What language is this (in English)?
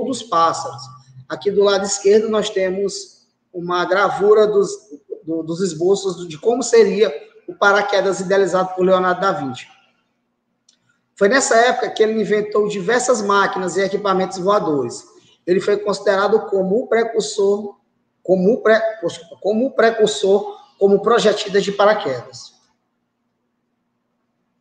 Portuguese